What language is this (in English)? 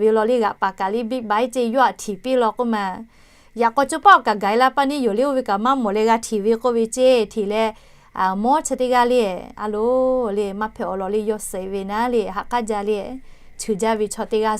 Lahu